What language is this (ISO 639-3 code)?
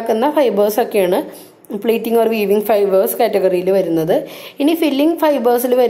mal